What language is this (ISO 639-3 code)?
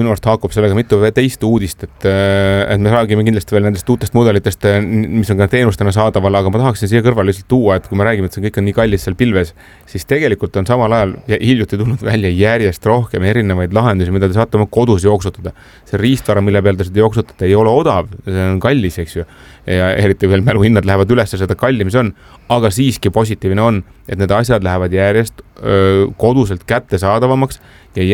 est